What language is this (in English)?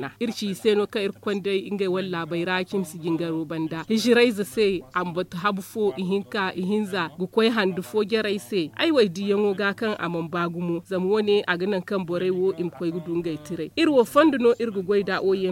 Zarma